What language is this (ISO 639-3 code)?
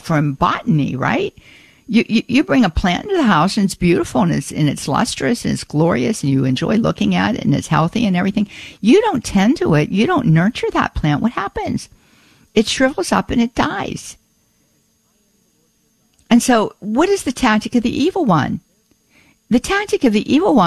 eng